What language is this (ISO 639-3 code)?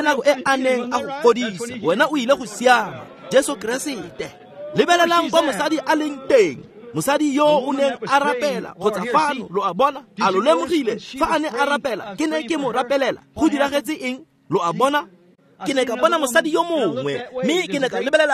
tsn